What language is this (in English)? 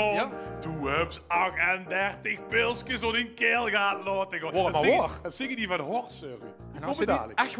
Limburgish